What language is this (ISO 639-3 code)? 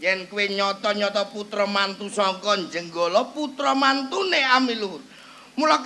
jav